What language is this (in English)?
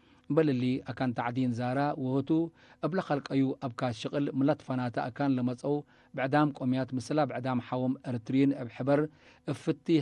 Tigre